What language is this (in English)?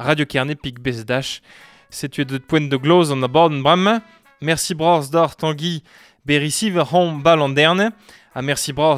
Breton